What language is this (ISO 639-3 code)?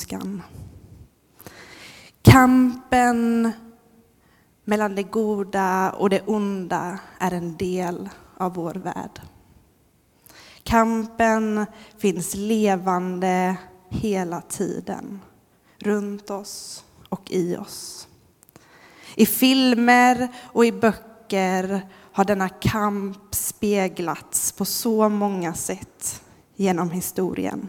swe